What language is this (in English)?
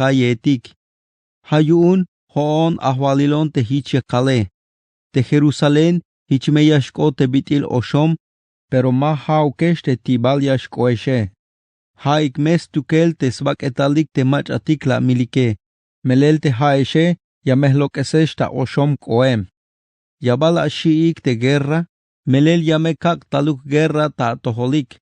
Tzeltal